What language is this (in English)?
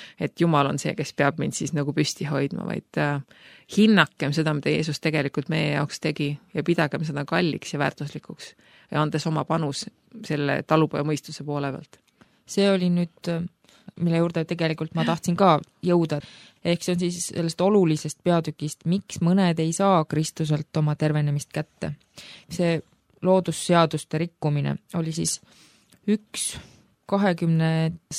Estonian